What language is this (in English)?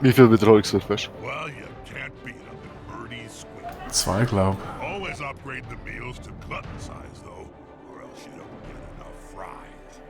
Swiss German